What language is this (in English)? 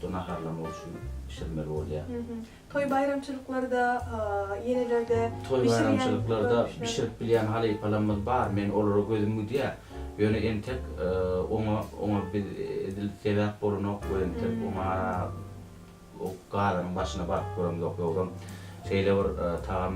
Turkmen